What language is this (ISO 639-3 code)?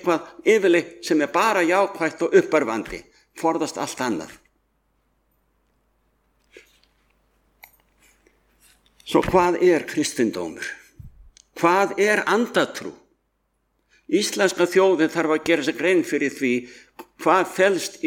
isl